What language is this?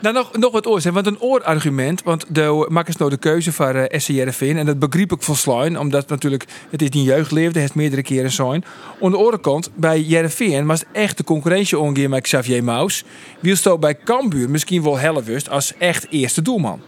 Western Frisian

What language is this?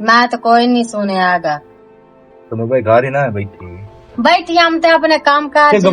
Western Panjabi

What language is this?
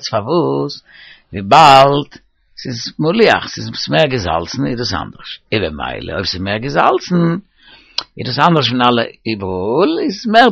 Yiddish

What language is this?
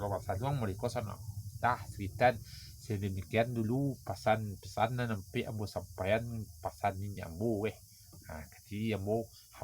Minangkabau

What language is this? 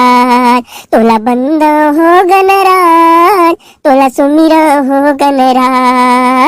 Chhattisgarhi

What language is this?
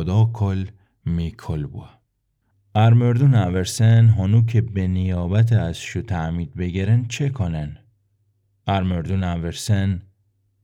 Gilaki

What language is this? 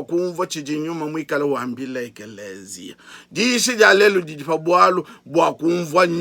Luba-Lulua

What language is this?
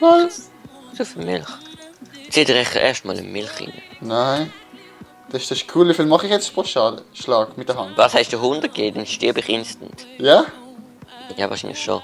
Swiss German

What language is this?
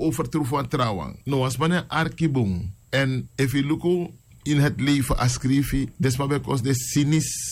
Sranan Tongo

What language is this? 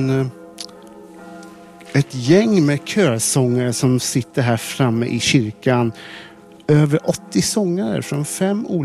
Swedish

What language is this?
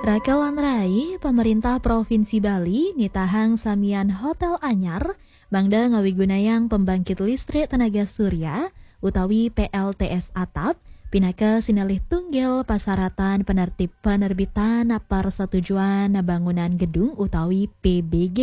Balinese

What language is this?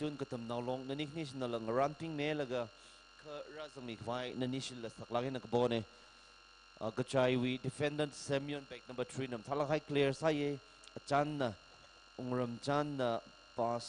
Tangkhul Naga (India)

